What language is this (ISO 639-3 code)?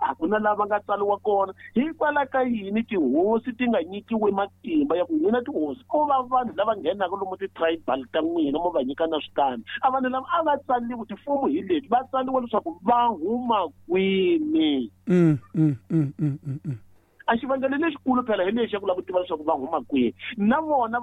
tso